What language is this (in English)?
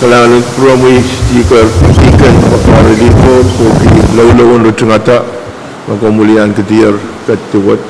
Pohnpeian